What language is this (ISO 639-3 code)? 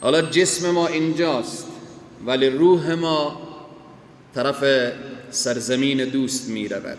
fas